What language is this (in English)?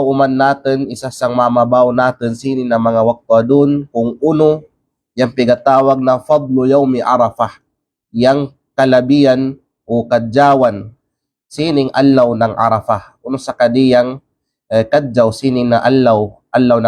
Kalagan